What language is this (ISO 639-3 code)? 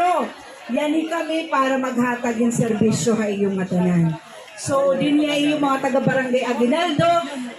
war